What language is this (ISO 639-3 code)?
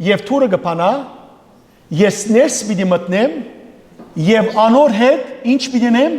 hyw